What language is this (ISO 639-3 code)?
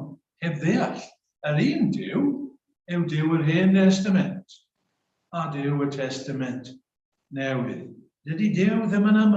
cym